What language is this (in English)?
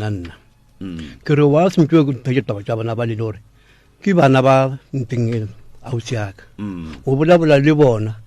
Northern Sotho